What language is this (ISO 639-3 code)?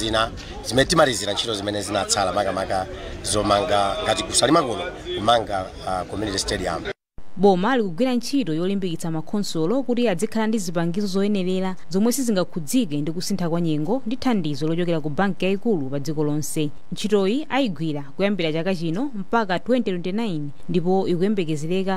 nya